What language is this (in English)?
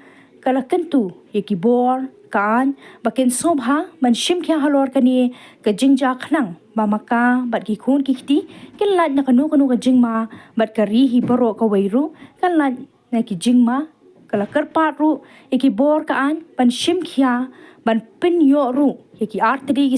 Khasi